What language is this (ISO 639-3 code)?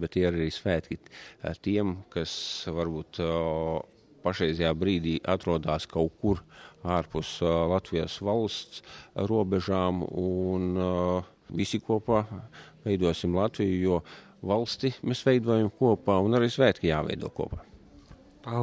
lav